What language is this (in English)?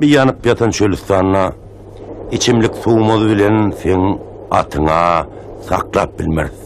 Turkmen